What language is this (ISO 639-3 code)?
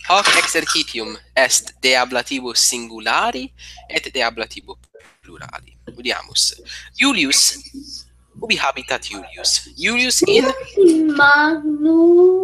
lat